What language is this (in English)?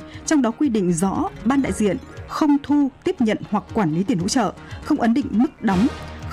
Vietnamese